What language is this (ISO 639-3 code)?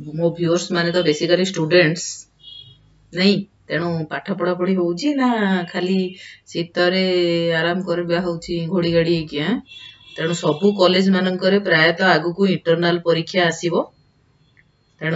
ori